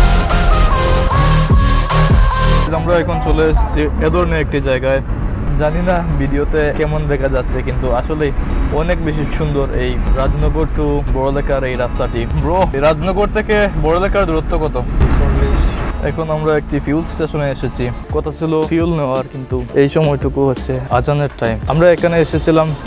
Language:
Bangla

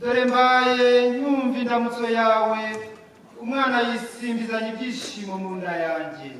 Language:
Kinyarwanda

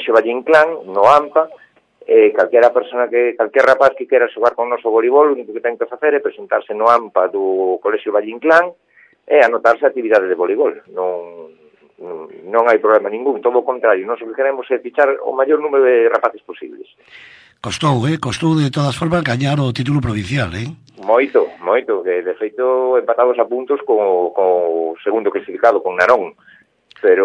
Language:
Galician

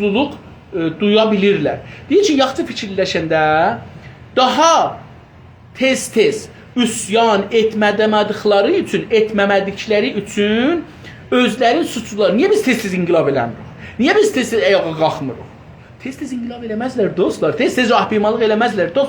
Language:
South Azerbaijani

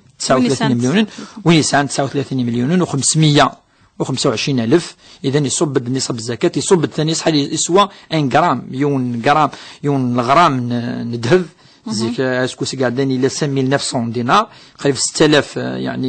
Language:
Kabyle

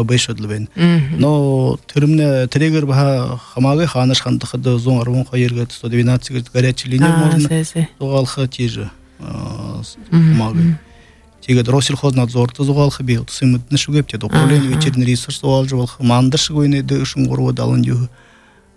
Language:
Buriat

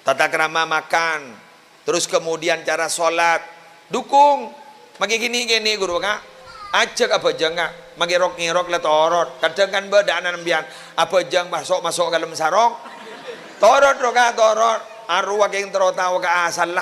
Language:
Madurese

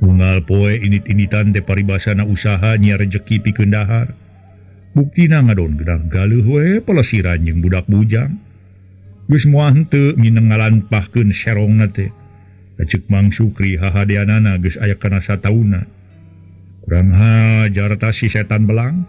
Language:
Sundanese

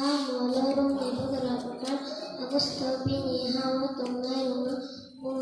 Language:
Kok Borok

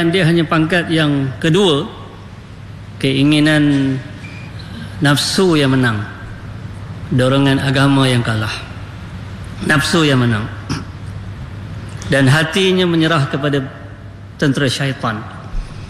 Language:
Malay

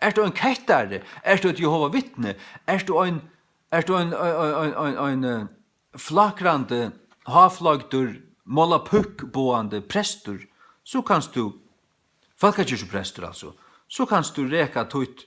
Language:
Faroese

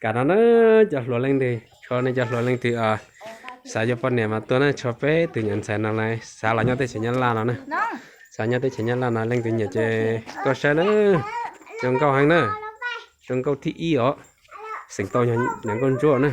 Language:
Hmong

